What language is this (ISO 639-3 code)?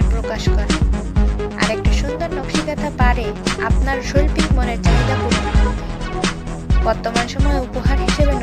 ben